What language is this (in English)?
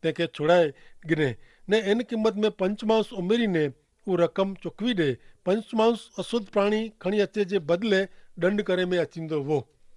Kachhi